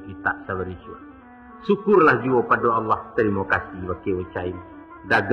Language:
Minangkabau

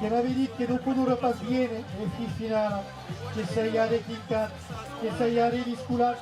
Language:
Occitan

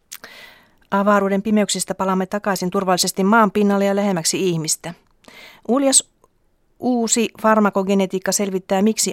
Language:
Finnish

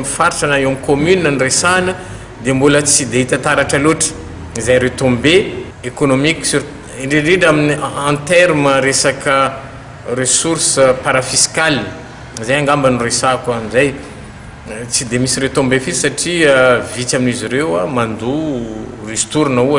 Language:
Malagasy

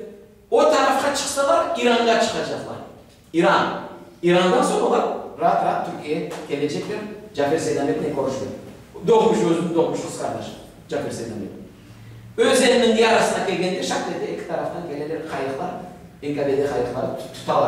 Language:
Crimean Tatar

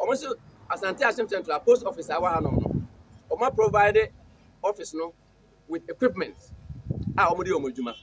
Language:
Akan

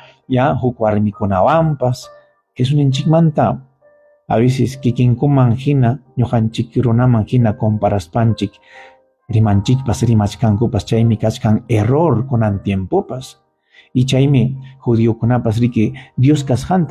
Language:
Ayacucho Quechua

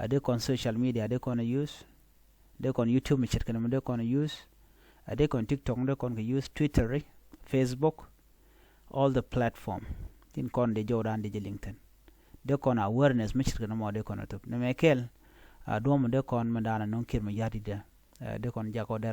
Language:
Nuer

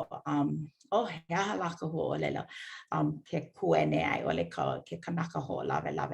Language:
Hawaiian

